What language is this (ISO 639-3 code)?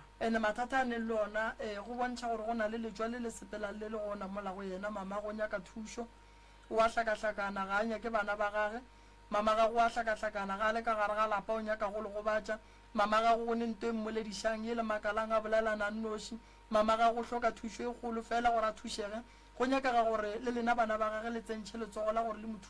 nso